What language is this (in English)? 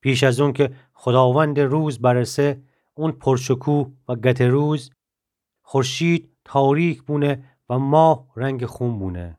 Gilaki